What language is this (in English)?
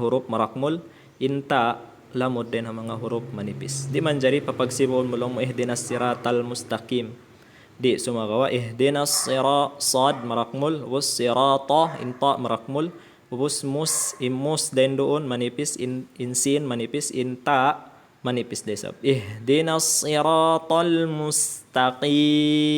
Tausug